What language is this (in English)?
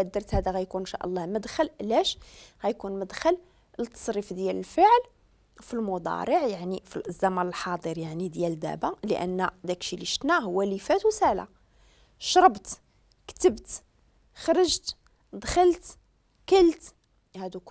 Moroccan Arabic